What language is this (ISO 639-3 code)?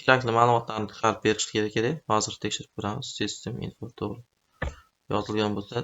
uzb